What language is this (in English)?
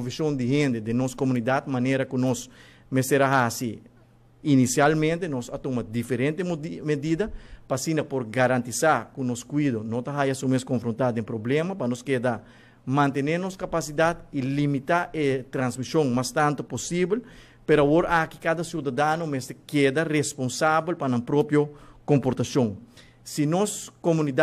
Papiamento